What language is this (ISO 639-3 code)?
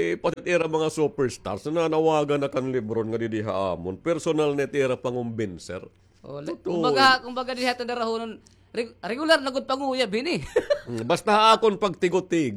war